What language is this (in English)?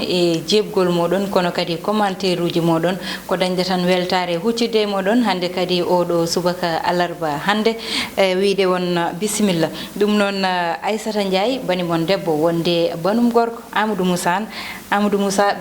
Fula